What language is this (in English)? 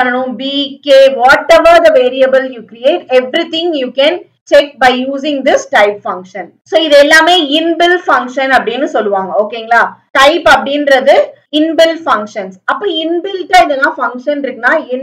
Tamil